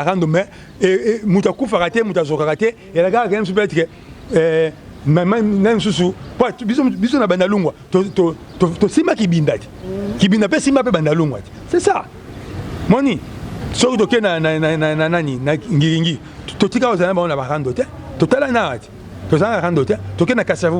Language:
Lingala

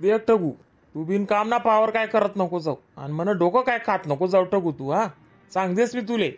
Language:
Khandesi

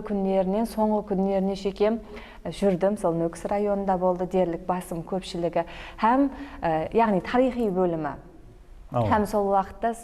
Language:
Kara-Kalpak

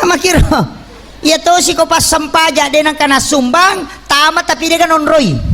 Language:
Buginese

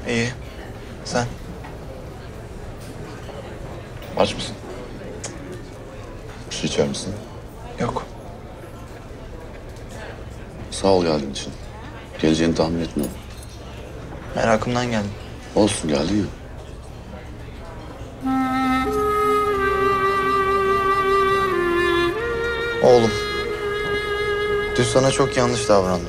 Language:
Turkish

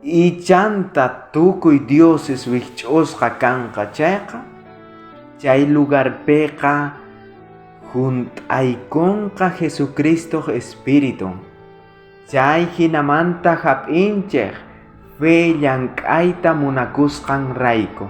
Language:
South Bolivian Quechua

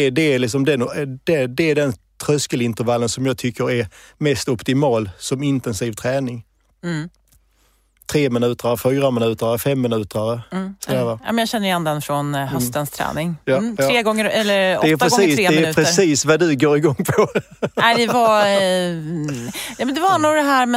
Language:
Swedish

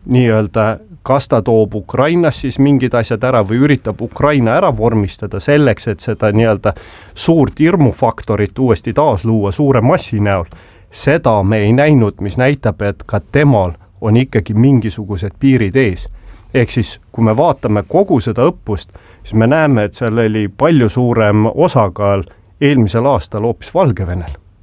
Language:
Estonian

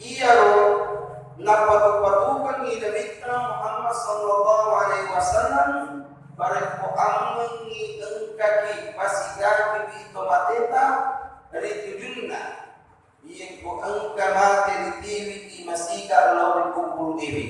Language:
Buginese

